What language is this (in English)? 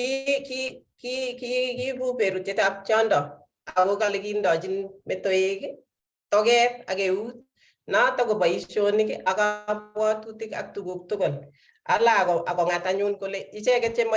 Kalenjin